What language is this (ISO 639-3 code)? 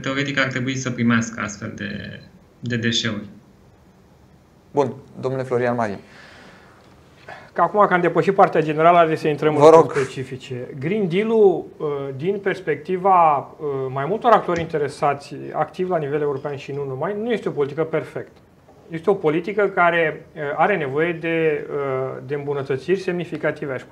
ron